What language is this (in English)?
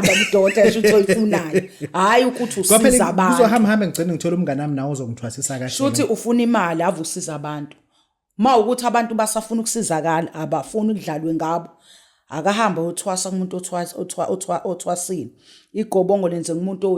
Zulu